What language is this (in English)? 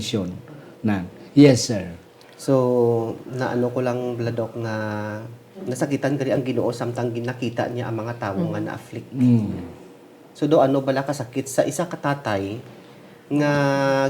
Hiligaynon